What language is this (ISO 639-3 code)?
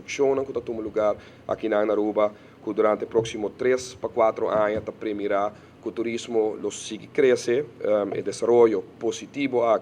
pap